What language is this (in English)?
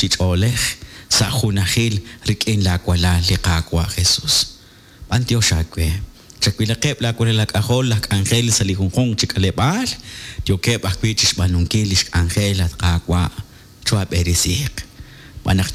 Kekchí